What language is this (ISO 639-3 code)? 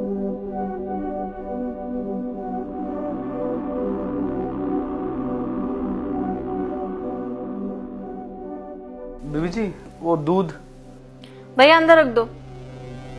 hin